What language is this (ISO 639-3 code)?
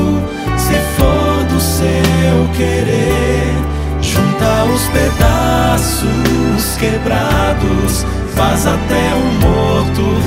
por